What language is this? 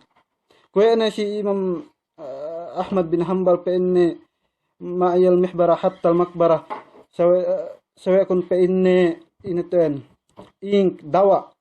Yakan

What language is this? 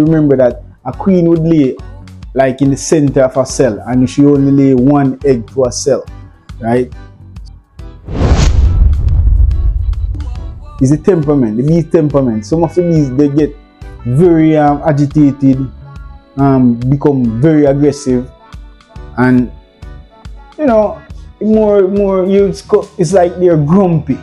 English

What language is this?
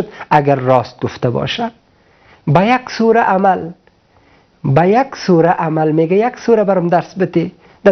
Persian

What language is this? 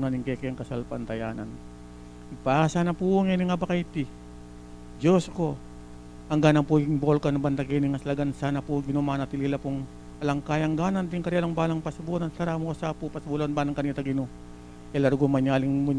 Pampanga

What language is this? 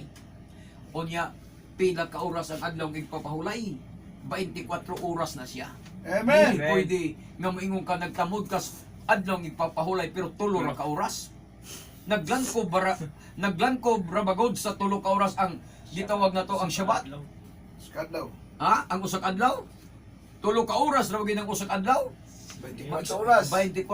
Cebuano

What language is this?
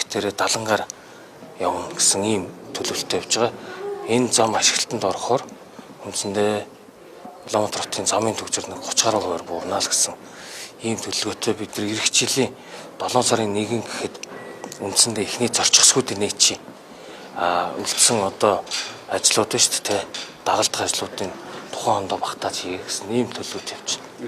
Mongolian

